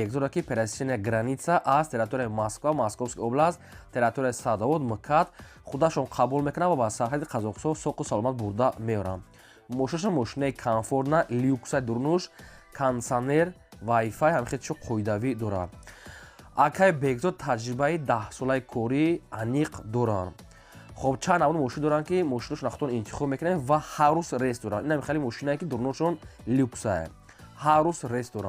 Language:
Tajik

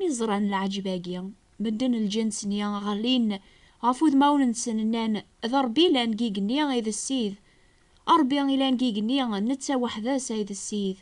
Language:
Kabyle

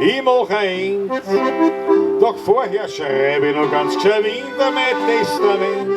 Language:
Bavarian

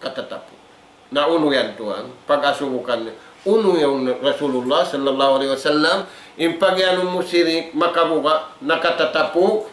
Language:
Tausug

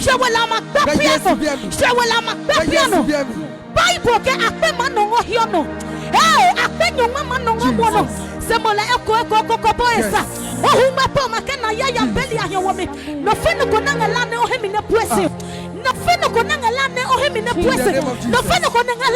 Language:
Adangme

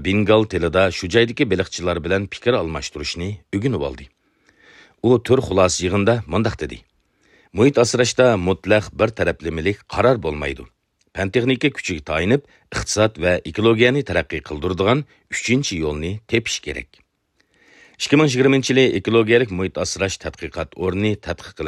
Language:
Uyghur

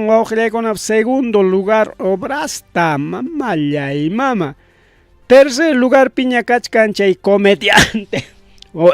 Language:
Ayacucho Quechua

